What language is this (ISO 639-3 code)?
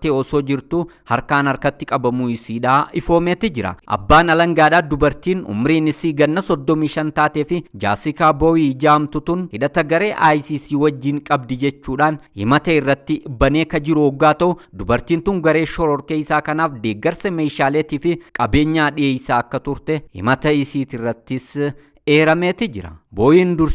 orm